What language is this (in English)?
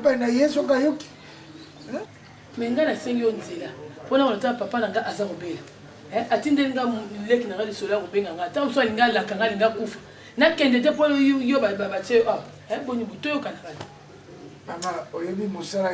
Lingala